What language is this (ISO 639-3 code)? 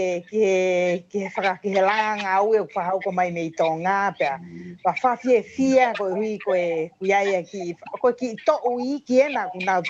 ton